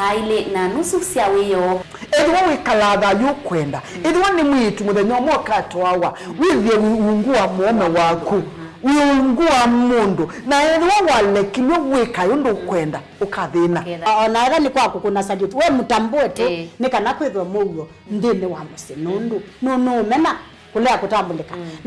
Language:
Kamba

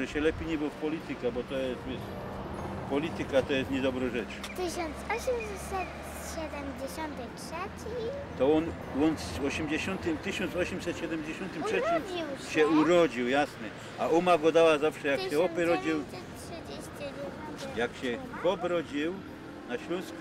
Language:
Silesian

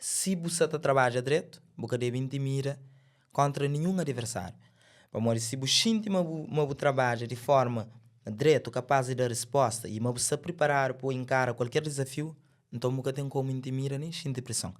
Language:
Kabuverdianu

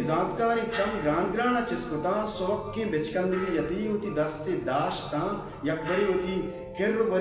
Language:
Baluchi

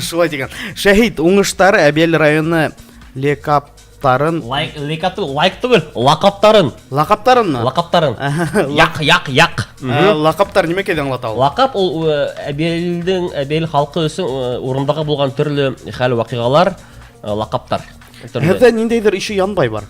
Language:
Bashkir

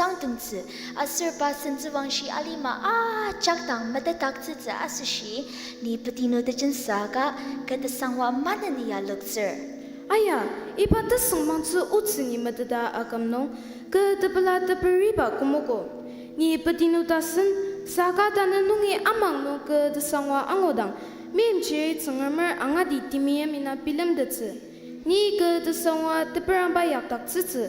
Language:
Ao Naga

